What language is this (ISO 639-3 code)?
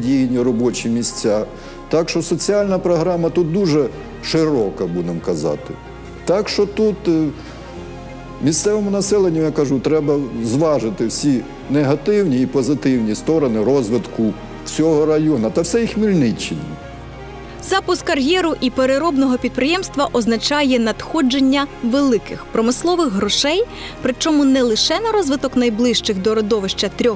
ukr